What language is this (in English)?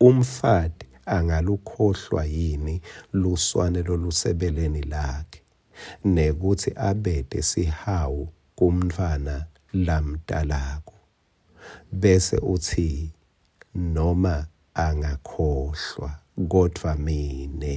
Swati